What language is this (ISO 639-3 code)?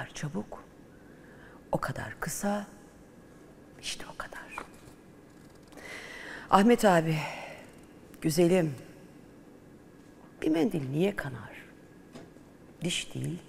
tur